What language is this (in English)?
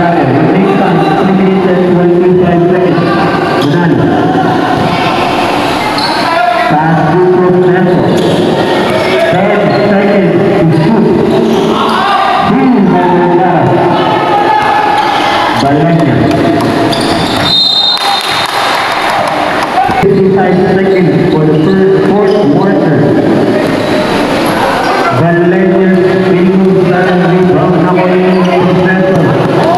Filipino